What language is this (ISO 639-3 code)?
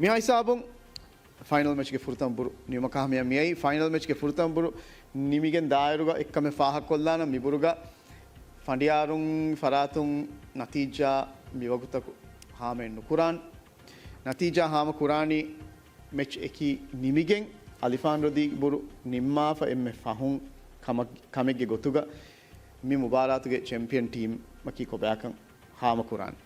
div